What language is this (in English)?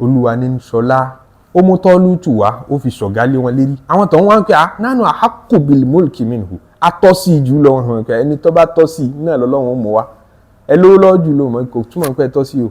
Yoruba